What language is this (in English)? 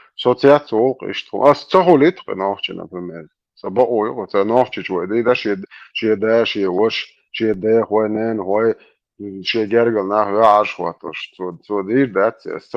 Chechen